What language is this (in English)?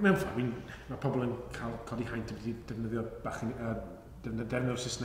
Welsh